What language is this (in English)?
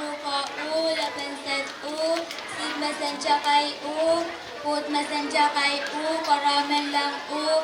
Pohnpeian